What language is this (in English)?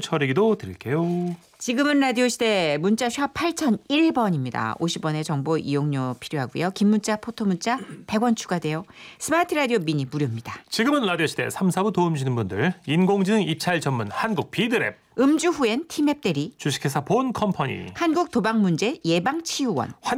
Korean